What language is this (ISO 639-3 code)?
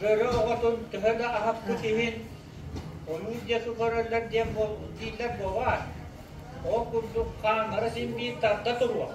sah